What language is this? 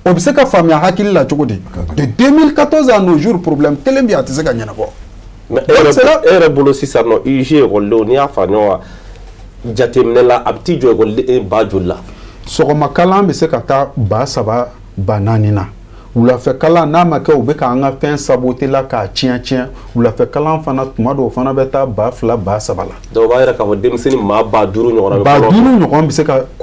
Bambara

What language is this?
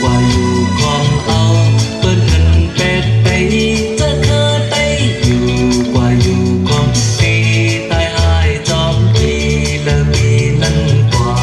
Shan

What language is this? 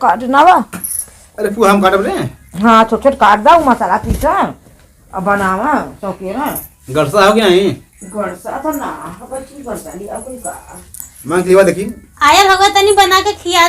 Awadhi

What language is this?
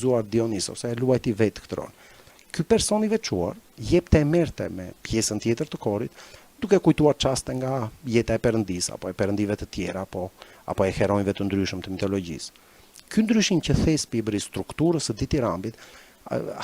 Albanian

